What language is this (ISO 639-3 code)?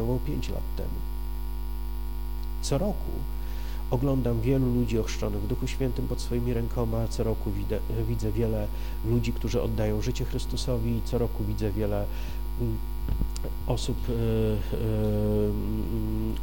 pol